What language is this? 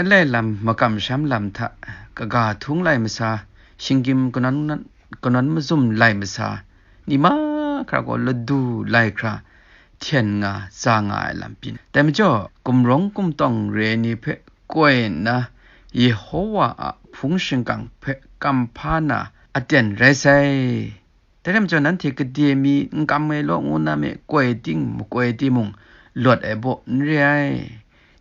Kachin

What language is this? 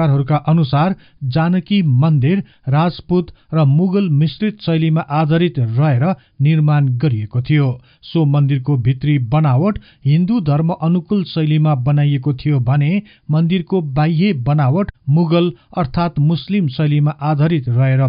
Nepali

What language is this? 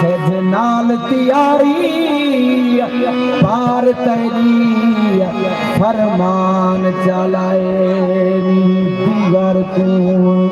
Saraiki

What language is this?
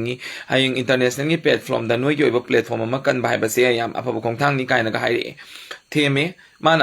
Manipuri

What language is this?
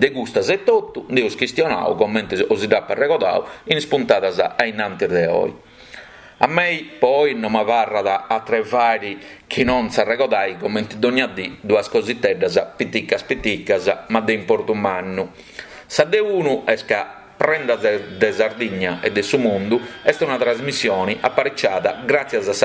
Sardinian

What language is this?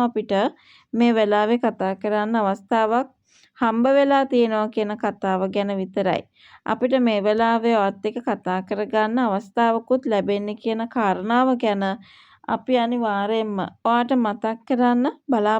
Sinhala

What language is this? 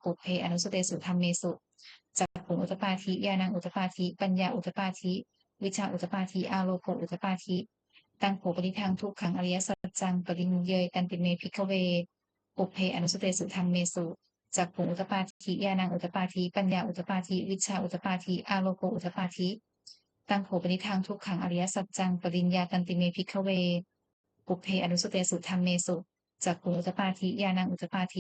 Pali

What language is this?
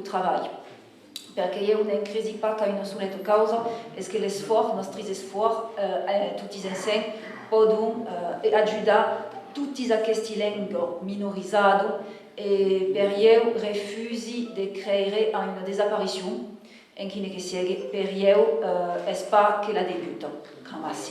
Occitan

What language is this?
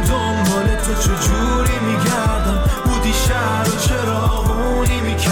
Persian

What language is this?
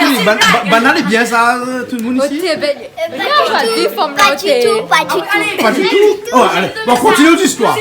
Réunion Creole French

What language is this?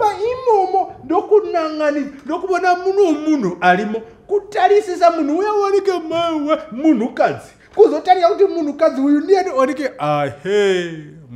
Shona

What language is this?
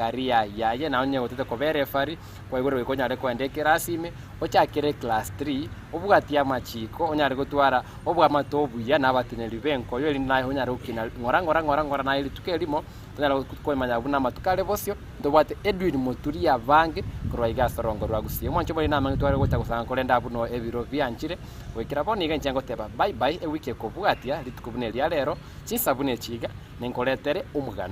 Gusii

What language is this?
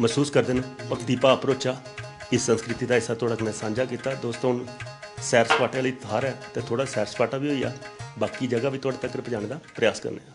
Dogri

